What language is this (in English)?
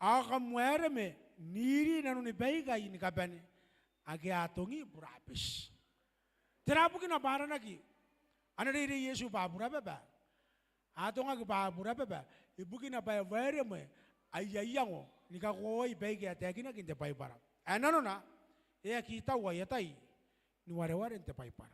Gilbertese